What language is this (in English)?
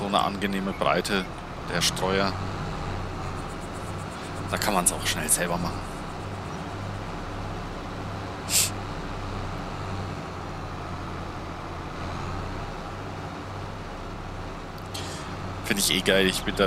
German